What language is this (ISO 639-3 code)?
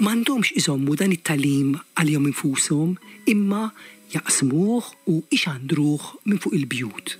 mlt